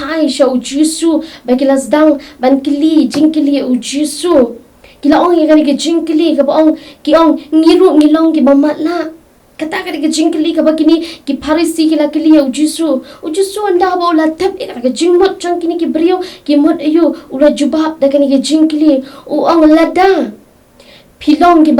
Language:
Khasi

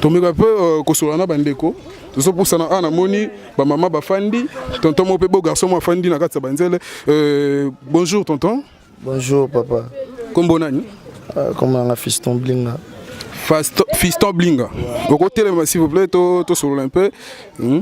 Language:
Lingala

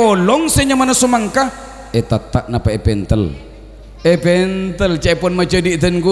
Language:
Madurese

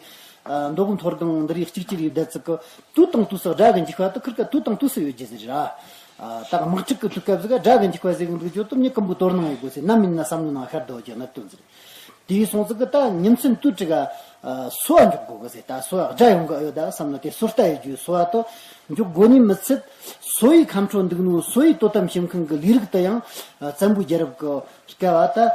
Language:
Amdo Tibetan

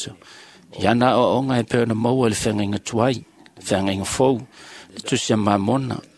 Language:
Samoan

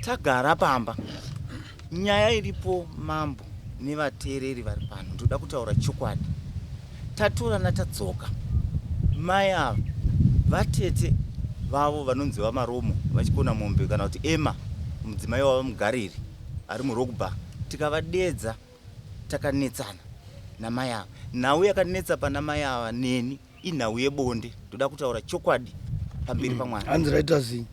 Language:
Shona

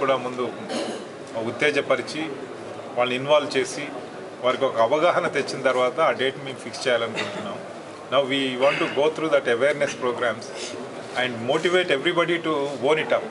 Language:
Telugu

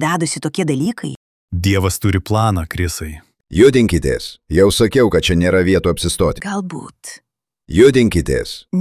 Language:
Lithuanian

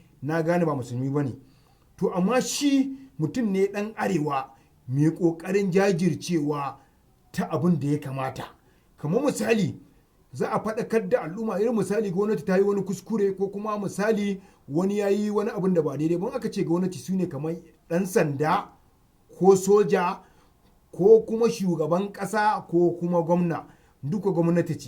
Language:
Hausa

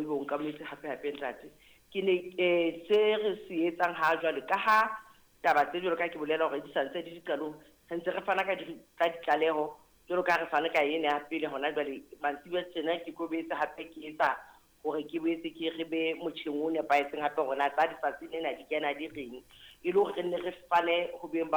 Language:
Southern Sotho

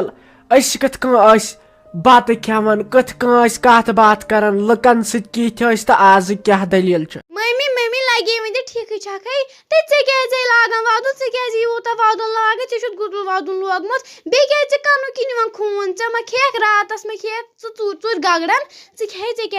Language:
Kashmiri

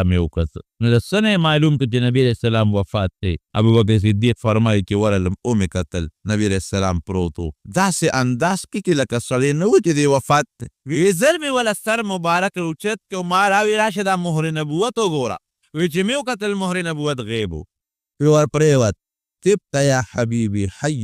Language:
Pashto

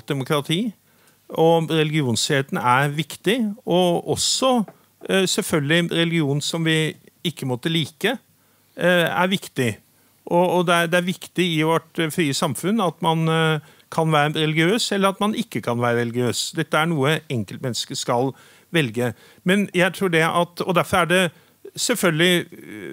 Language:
Norwegian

